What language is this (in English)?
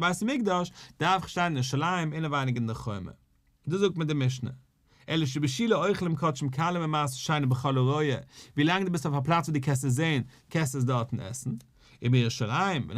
Yiddish